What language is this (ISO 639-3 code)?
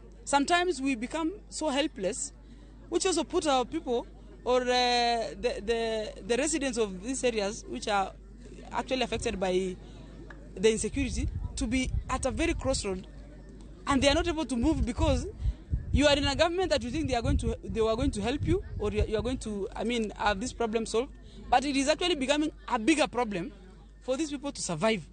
luo